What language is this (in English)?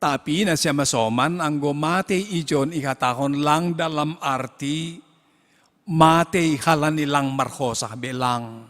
Batak Simalungun